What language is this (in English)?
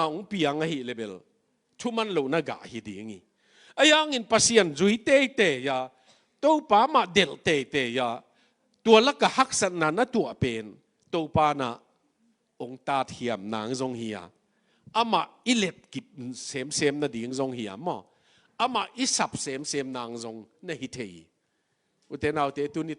Tedim Chin